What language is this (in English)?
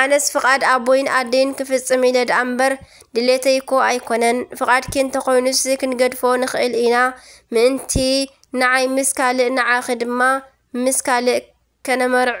Tigrinya